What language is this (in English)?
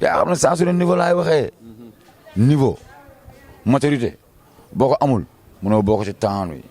Wolof